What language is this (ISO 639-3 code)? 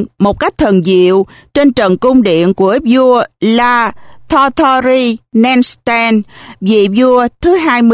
vie